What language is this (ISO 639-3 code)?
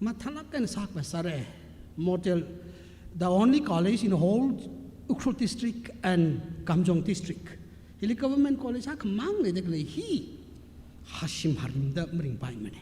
nmf